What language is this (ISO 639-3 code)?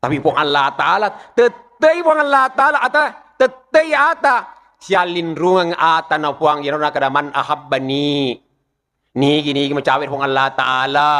bug